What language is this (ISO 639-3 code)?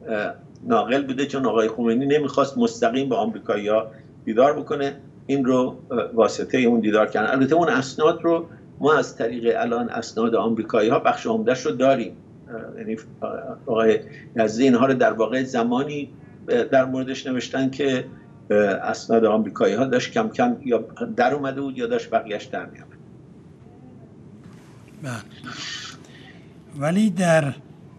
fas